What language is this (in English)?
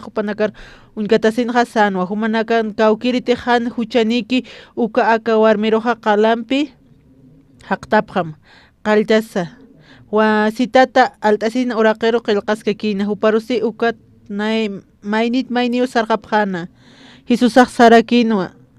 Aymara